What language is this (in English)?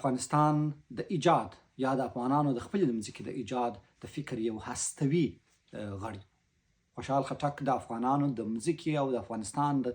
Pashto